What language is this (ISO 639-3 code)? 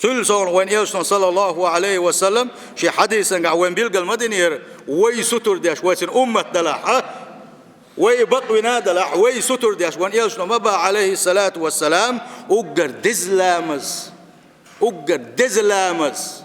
che